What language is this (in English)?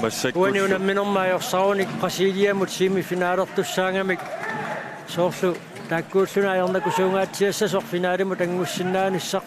Kalaallisut